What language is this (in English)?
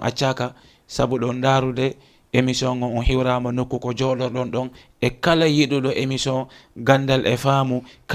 Fula